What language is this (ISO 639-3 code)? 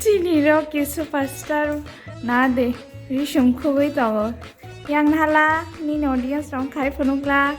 trp